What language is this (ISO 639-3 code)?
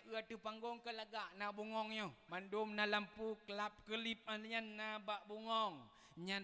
ace